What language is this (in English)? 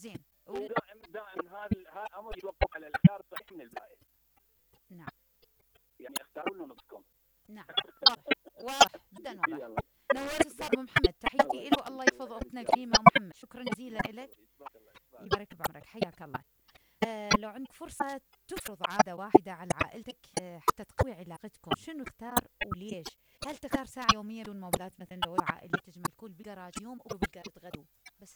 Mesopotamian Arabic